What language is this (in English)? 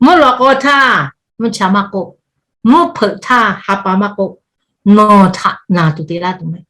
Lahu